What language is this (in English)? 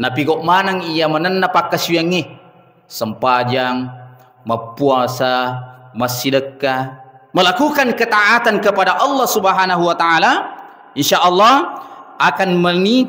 Buginese